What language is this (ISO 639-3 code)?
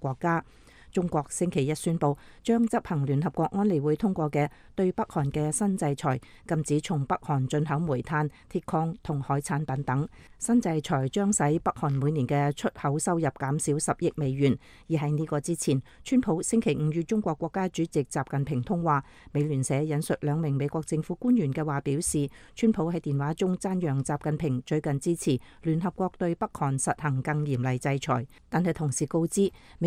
yue